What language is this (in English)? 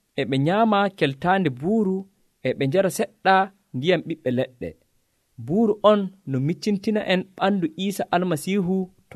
Nigerian Fulfulde